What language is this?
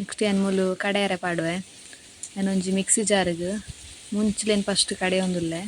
Tulu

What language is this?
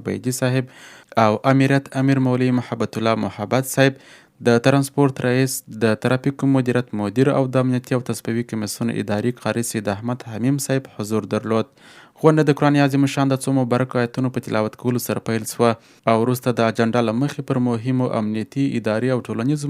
Pashto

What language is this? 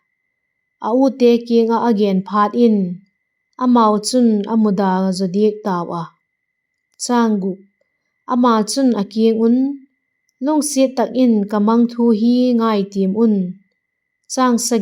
Vaiphei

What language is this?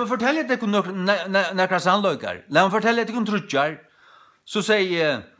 Faroese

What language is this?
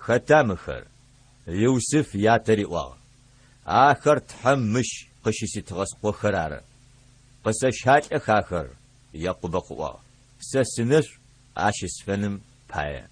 Adyghe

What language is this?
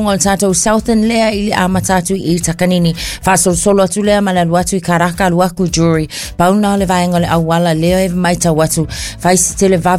Samoan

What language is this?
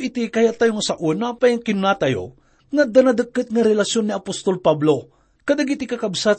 Iloko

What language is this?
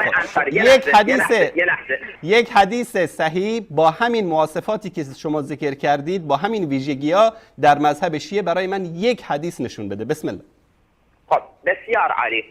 Persian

